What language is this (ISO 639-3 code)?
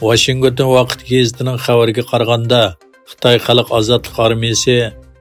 uig